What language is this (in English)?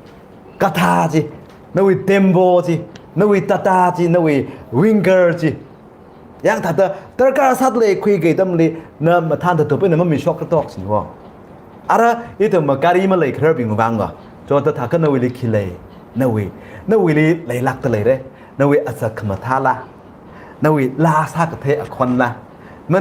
Tangkhul Naga (India)